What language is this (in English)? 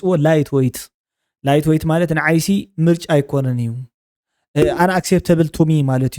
Tigrinya